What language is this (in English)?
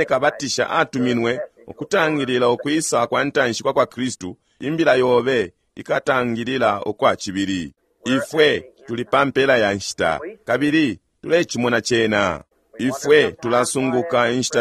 Bemba